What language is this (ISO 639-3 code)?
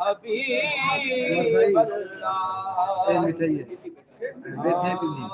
skr